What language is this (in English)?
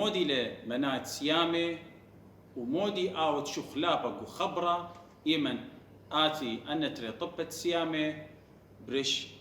Assyrian Neo-Aramaic